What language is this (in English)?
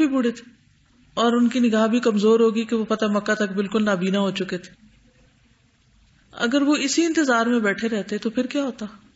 Urdu